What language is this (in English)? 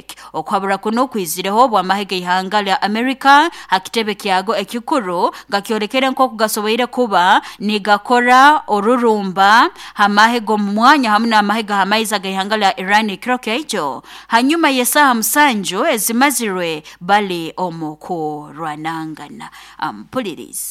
Nyoro